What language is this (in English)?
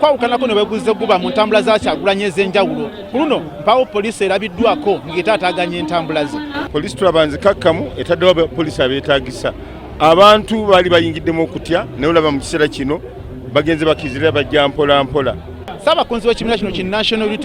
Ganda